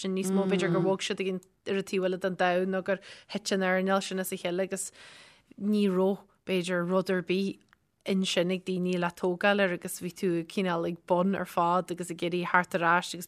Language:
Irish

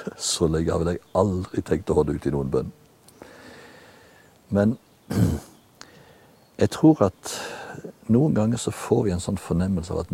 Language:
Norwegian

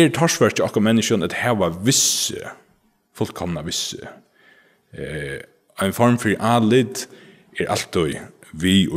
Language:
Faroese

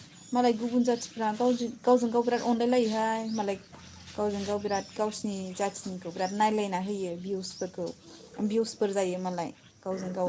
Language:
Bodo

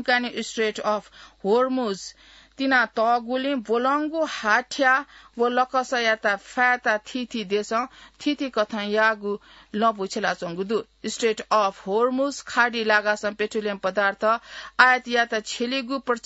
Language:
Newari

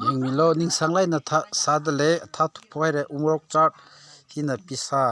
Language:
Tangkhul Naga (India)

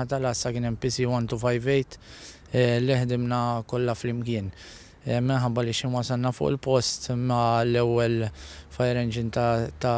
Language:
Maltese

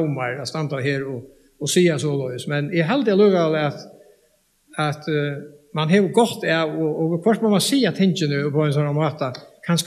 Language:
Faroese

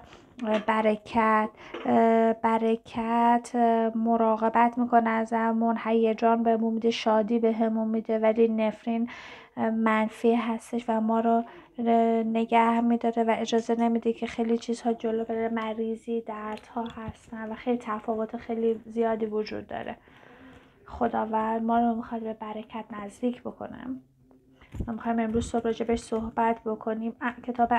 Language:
Persian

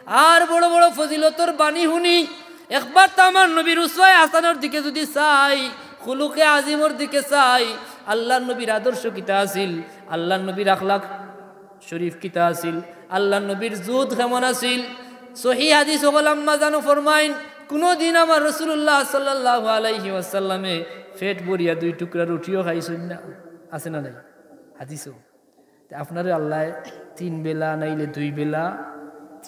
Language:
Sylheti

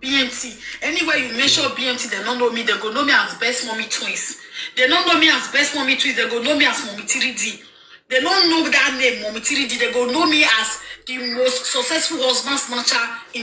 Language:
Nigerian Pidgin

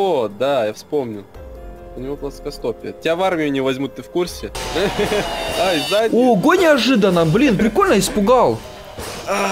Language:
Russian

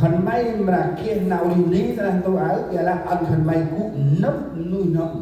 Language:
Central Mnong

